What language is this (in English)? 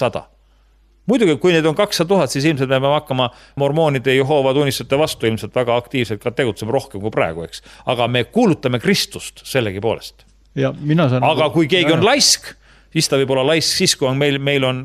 Estonian